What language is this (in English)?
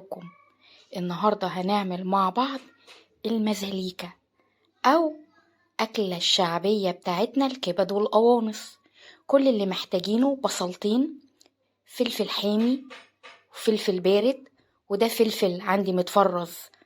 Egyptian Arabic